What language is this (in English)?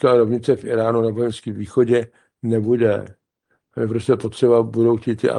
Czech